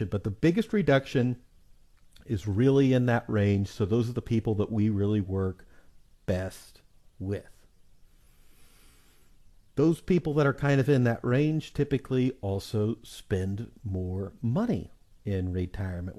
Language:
English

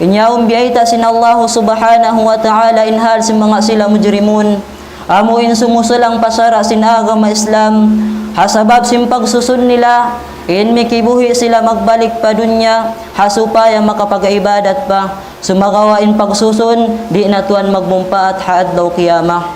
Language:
Tausug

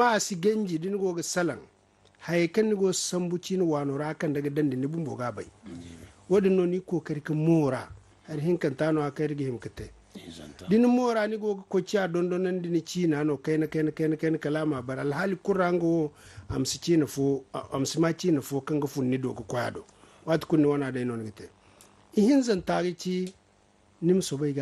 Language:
Zarma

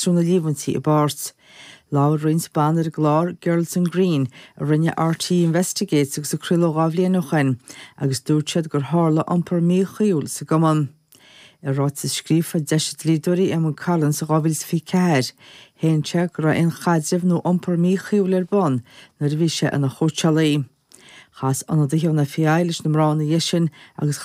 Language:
Irish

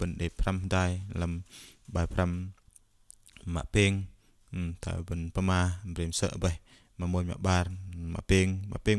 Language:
Bahnar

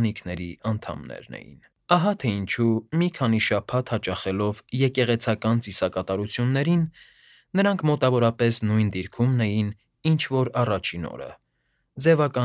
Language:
Armenian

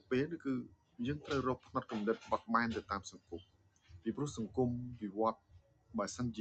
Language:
Khmer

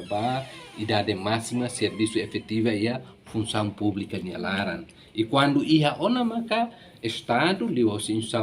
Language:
Tetum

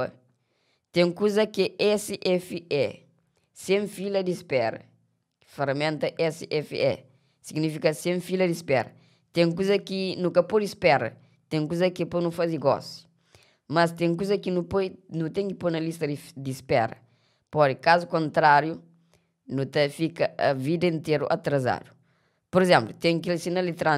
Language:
Kabuverdianu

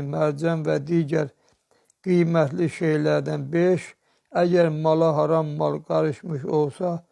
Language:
Azerbaijani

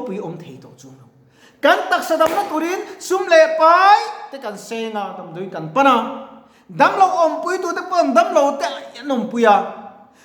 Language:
Mizo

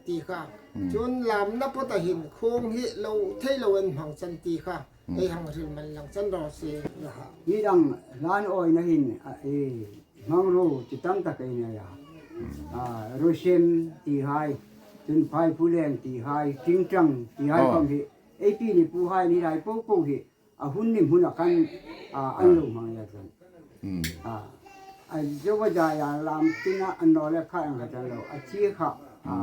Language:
Hmar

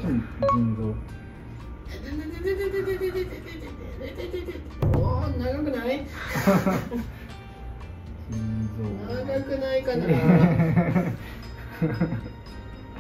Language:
Japanese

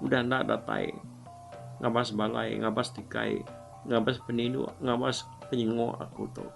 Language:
Iban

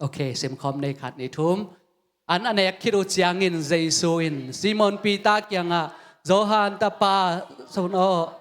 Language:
Tedim Chin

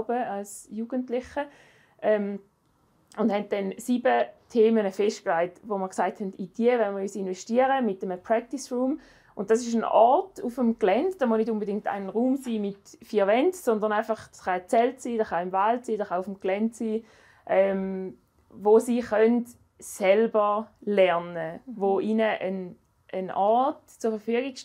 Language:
Swiss German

